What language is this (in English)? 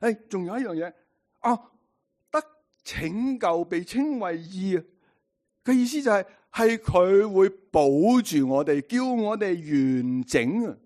Cantonese